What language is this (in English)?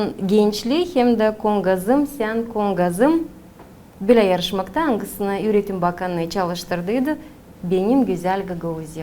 Gagauz